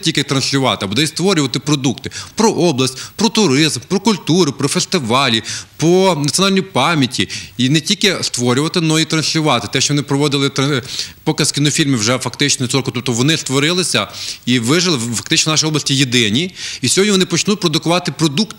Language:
Ukrainian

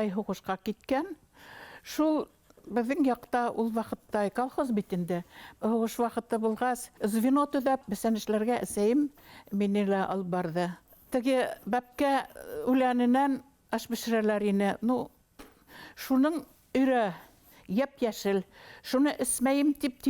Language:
Bashkir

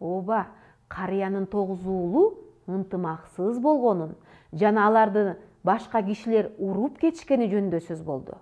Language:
Kyrgyz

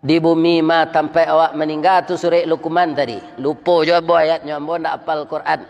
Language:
Minangkabau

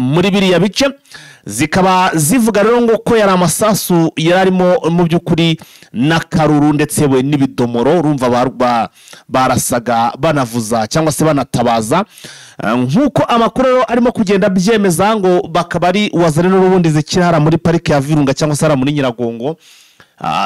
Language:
Kinyarwanda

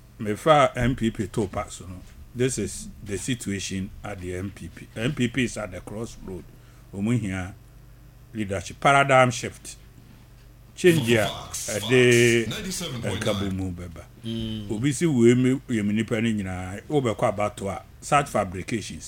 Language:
Akan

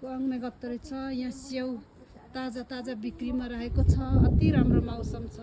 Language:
Nepali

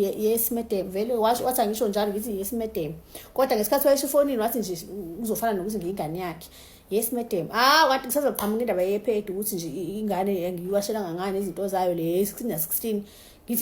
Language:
Zulu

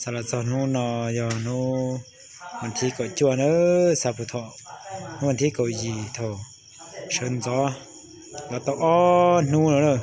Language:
Hmong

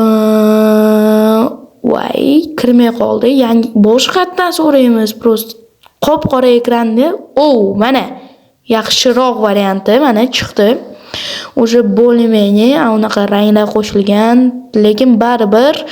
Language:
Uzbek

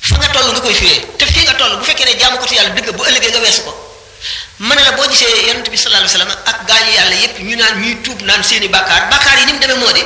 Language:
Wolof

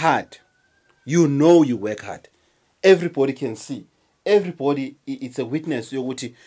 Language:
Zulu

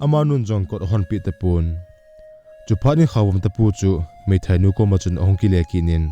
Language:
Thado Chin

